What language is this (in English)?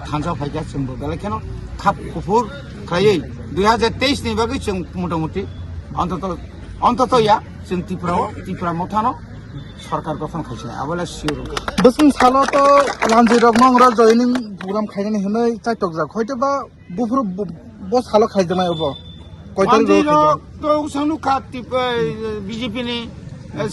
Kok Borok